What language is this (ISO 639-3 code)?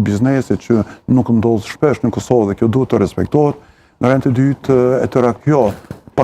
sqi